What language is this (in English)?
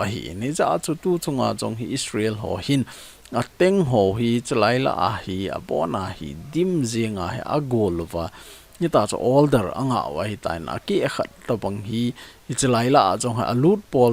Thado Chin